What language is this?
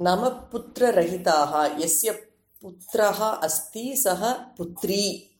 Sanskrit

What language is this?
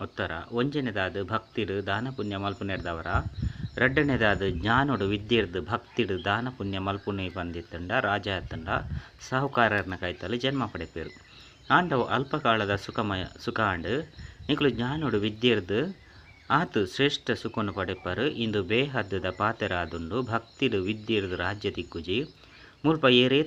Tulu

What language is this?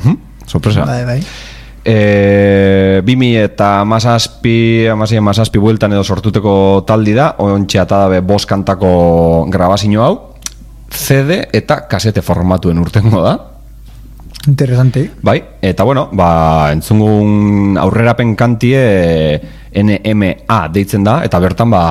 Basque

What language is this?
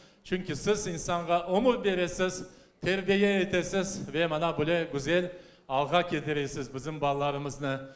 Crimean Tatar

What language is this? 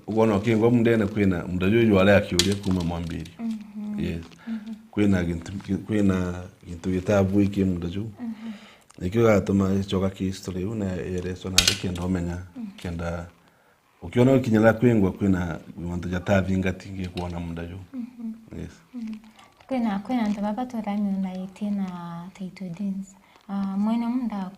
Meru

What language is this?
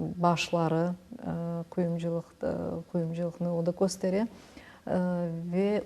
Crimean Tatar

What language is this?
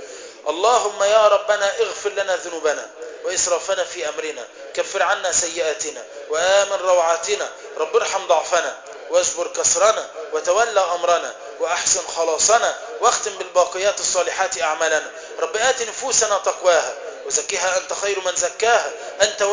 Arabic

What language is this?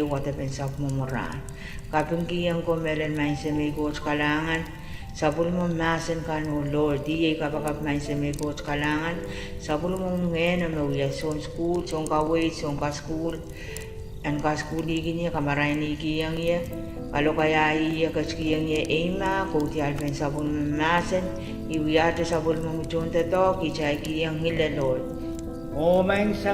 Pohnpeian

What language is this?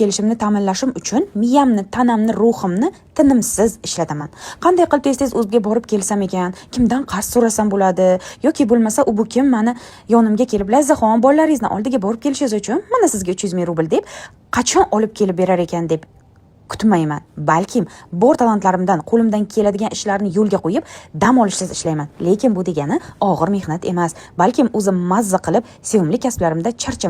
Uzbek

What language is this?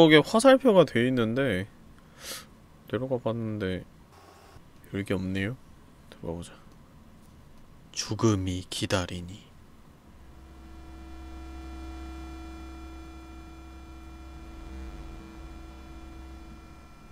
Korean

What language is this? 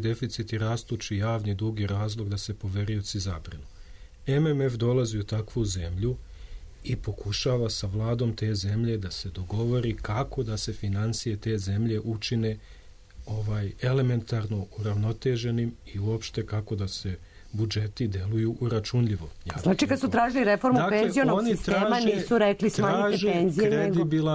Serbian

